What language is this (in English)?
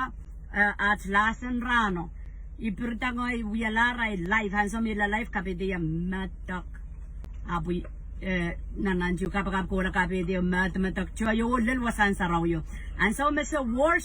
Pohnpeian